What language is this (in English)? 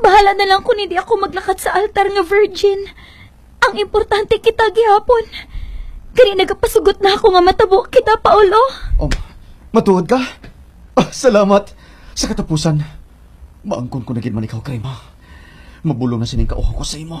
Hiligaynon